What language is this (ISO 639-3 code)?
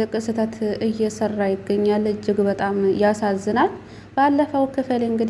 amh